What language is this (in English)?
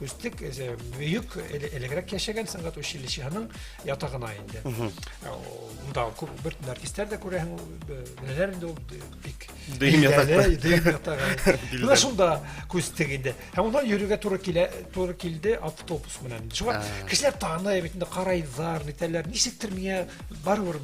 Bashkir